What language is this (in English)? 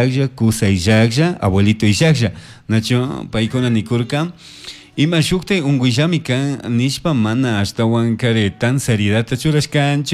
Chimborazo Highland Quichua